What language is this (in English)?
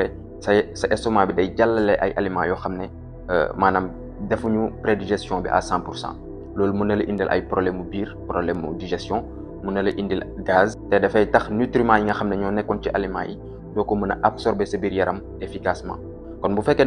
Wolof